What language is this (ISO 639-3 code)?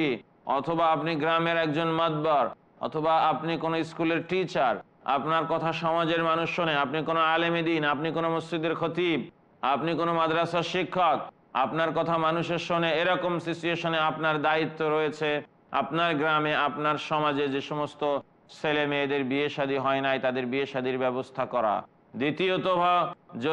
ben